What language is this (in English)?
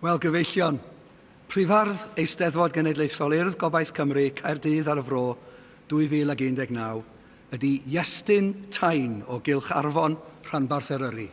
Welsh